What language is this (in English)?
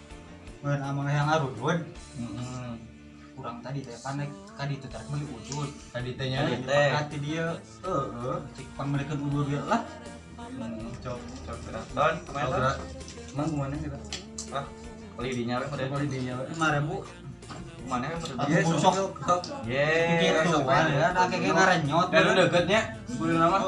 Sundanese